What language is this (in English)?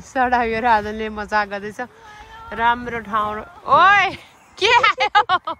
Nepali